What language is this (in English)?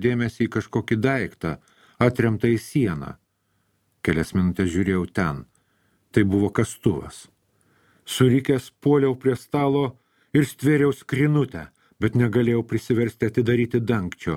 Lithuanian